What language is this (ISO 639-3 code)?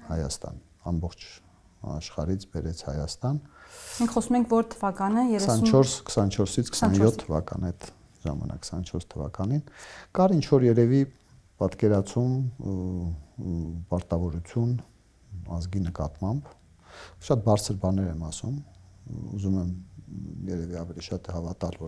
hye